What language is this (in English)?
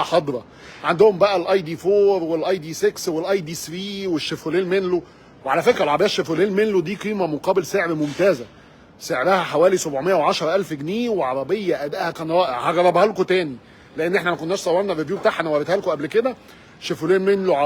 Egyptian Arabic